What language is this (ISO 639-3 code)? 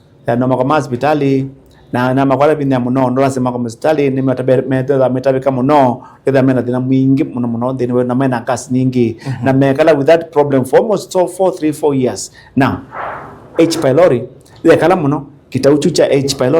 kam